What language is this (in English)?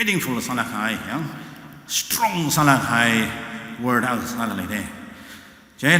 Tangkhul Naga (India)